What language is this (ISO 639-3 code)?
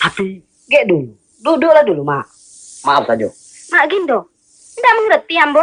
min